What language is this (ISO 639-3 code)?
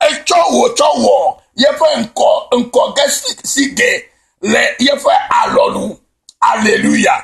ewe